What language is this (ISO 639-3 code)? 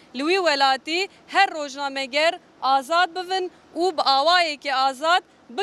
kur